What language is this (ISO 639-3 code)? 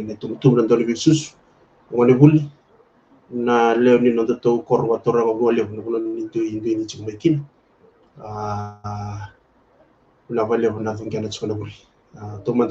fij